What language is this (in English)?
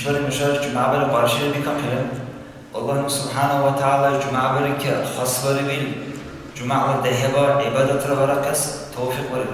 Dargwa